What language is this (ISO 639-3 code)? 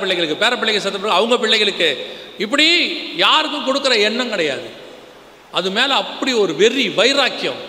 tam